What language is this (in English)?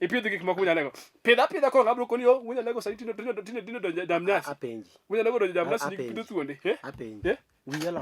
Luo (Kenya and Tanzania)